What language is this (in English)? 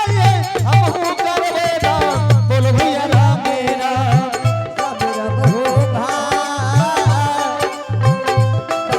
Angika